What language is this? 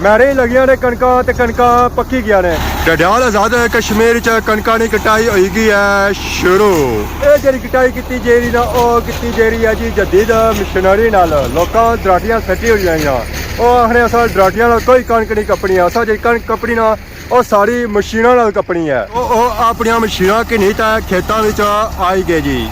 Pahari-Potwari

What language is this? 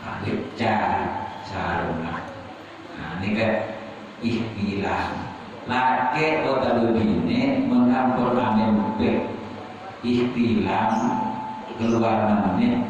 Madurese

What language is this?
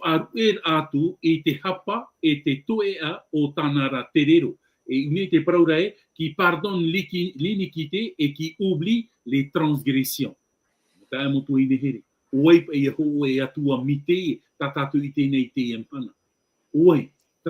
Tahitian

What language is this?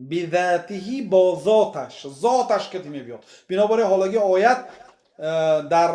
Tajik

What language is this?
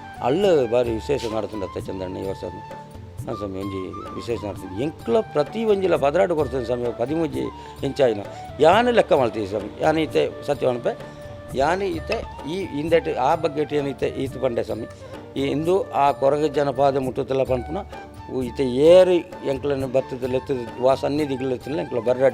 Tulu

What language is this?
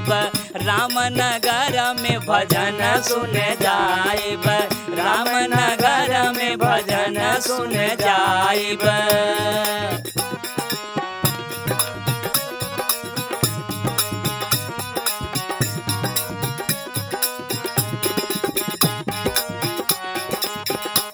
Bhojpuri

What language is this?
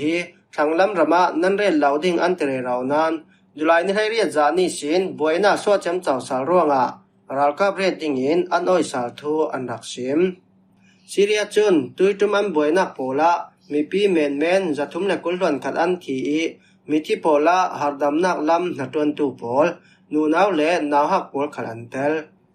Falam Chin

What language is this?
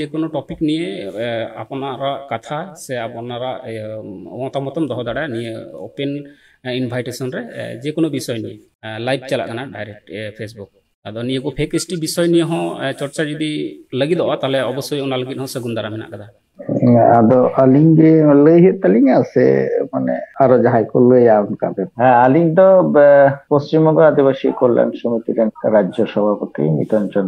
Santali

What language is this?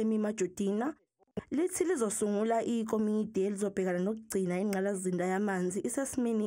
Zulu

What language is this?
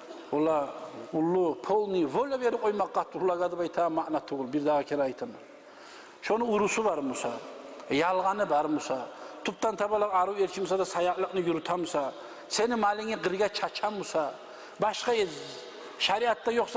Kumyk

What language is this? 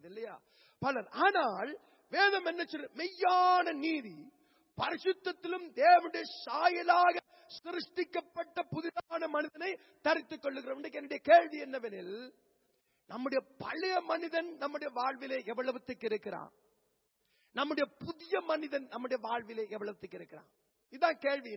Tamil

